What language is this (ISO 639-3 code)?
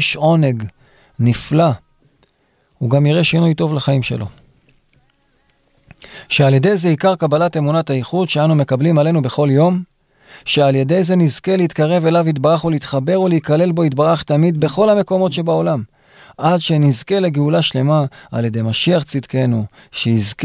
heb